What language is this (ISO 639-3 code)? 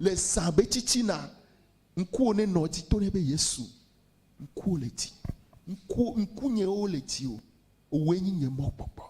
ewe